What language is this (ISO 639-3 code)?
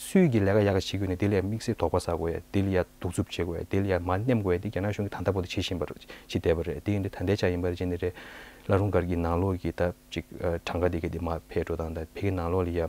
bod